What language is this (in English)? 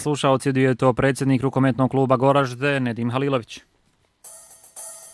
Bosnian